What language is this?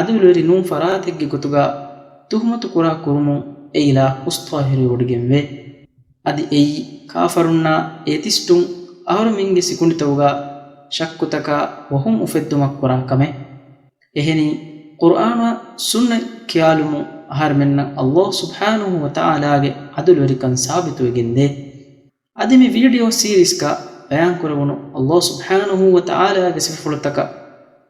Divehi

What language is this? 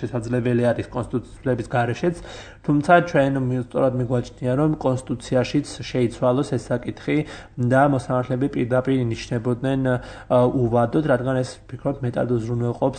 Georgian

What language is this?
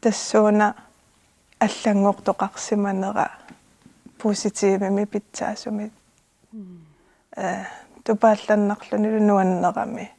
Kalaallisut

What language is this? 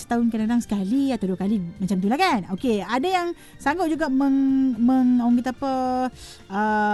Malay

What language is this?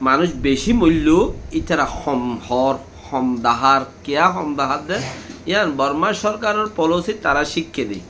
Rohingya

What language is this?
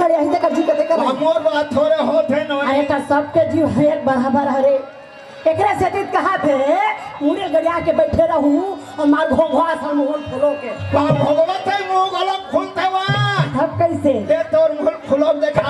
Chhattisgarhi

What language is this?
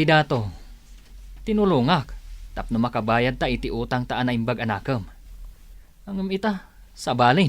Iloko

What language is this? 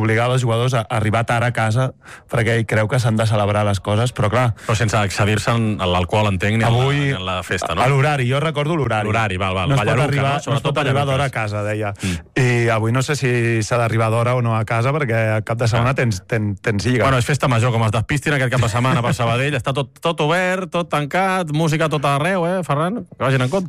Catalan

